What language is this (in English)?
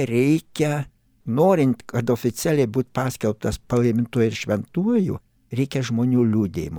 Lithuanian